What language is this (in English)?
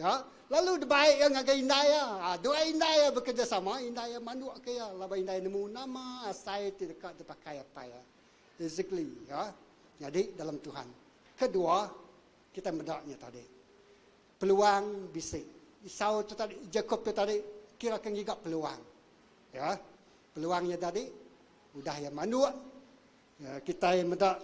Iban